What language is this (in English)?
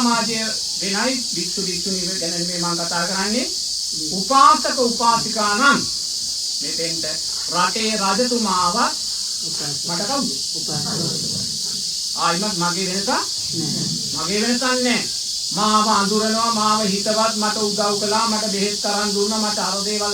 Sinhala